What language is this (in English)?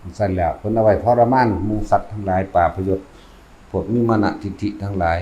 Northeastern Thai